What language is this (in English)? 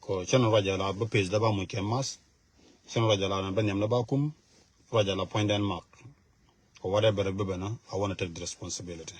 Nuer